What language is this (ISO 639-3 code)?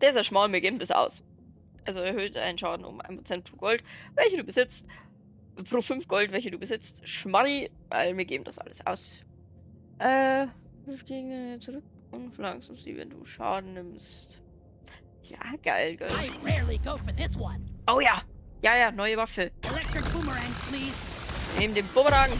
bar